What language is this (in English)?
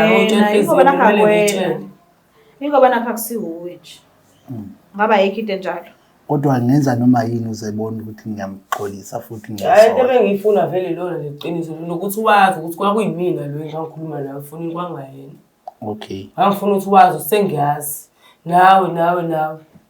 Zulu